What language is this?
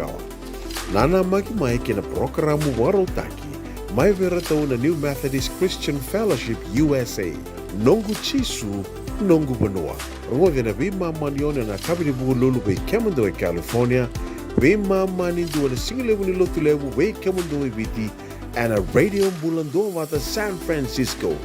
Fijian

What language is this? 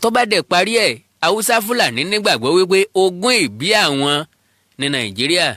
Yoruba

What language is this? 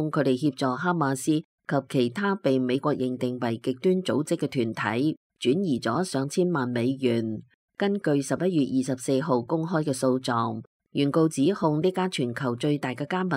Cantonese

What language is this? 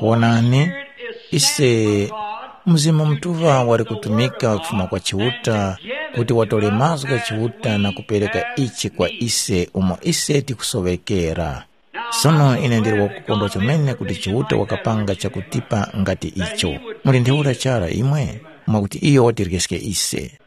Tumbuka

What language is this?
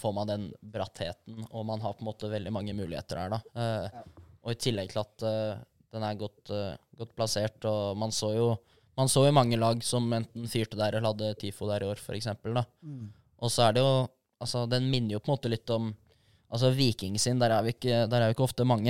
Norwegian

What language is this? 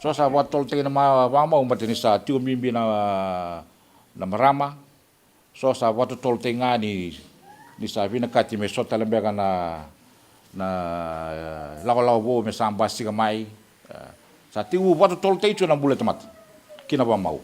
Fijian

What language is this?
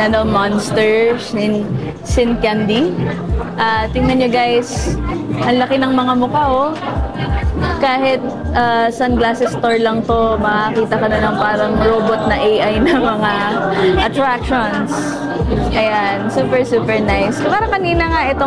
Filipino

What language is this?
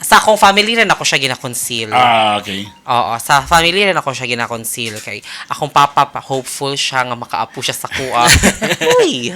Cebuano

